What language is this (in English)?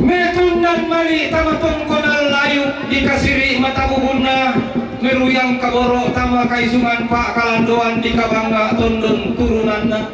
Toraja-Sa'dan